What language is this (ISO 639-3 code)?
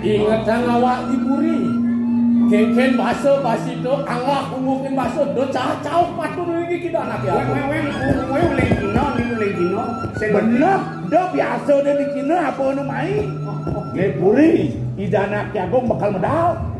ban